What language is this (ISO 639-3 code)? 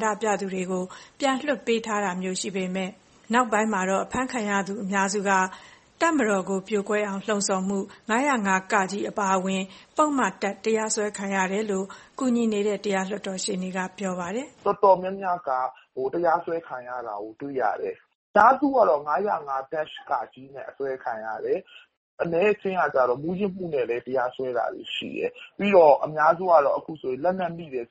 mya